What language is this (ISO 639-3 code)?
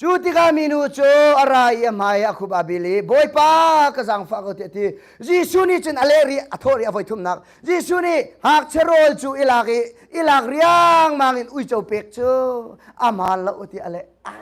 cnh